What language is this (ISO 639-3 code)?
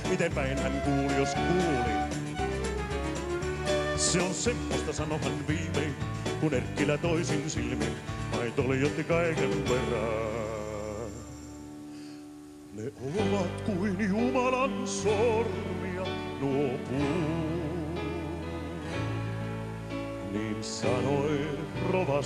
fin